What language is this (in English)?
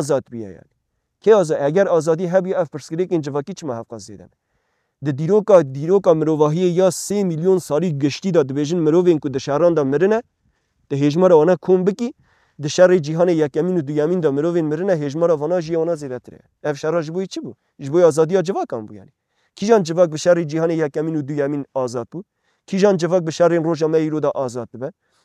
Kurdish